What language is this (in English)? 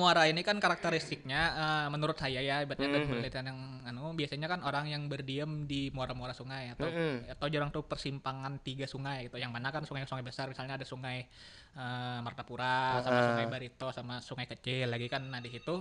Banjar